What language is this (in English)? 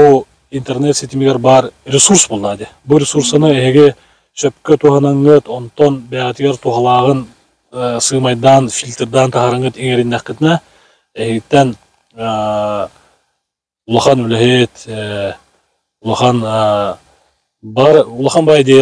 Yakut